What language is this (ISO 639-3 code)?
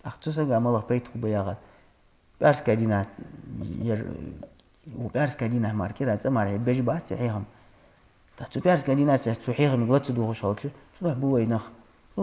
inh